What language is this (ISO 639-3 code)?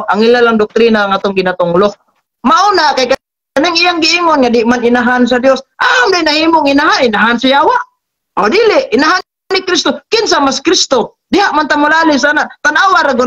ceb